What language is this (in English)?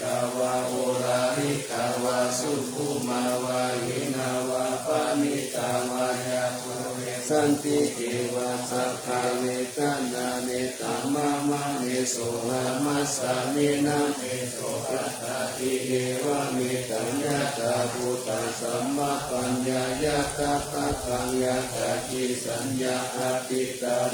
Pali